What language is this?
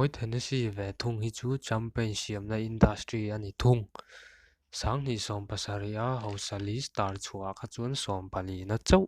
Mizo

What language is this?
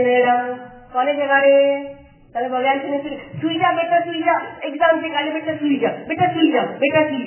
Gujarati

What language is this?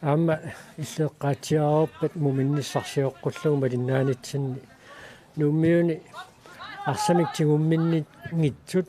Kalaallisut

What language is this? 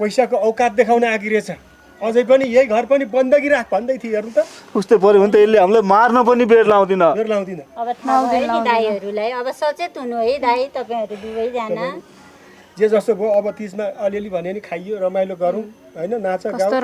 Nepali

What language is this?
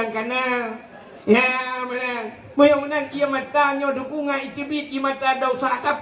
Achinese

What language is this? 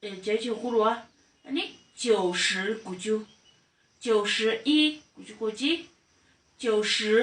Tibetan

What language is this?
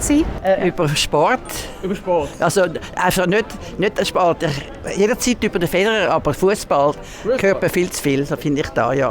Swiss German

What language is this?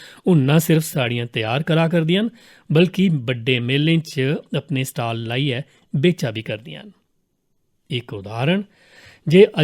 Dogri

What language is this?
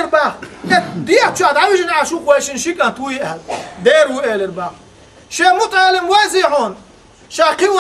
Chechen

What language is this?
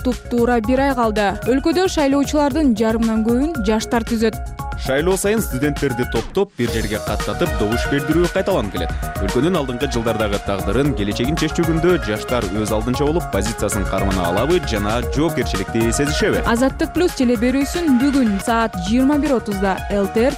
Kyrgyz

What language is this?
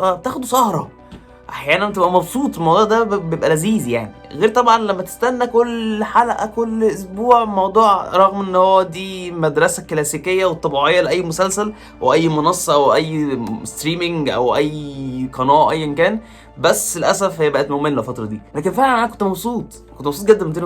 Egyptian Arabic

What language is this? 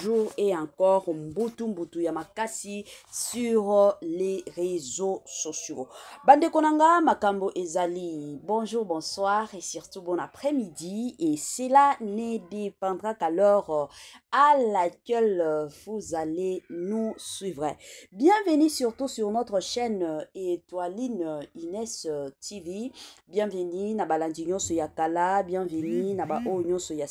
Lingala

